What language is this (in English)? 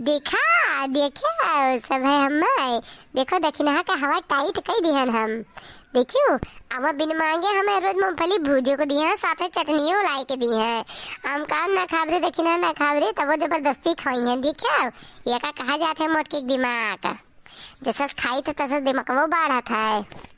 Awadhi